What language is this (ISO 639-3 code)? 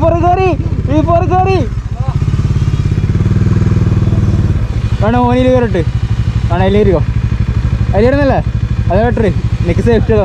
mal